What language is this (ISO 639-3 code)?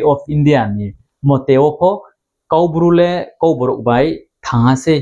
ria